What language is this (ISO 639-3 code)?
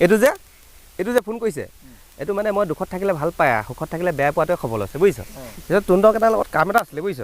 asm